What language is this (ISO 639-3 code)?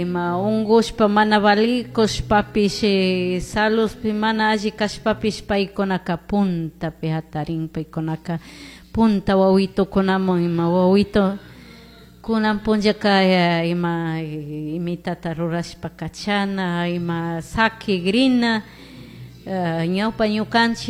qug